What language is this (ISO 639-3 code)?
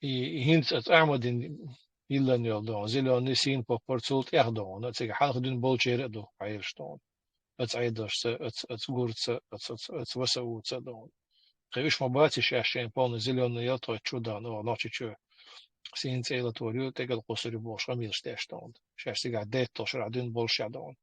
che